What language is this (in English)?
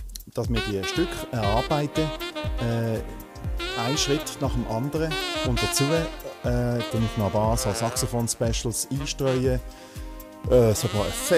Swiss German